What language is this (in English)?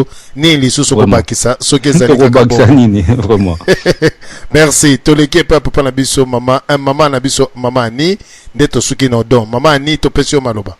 Lingala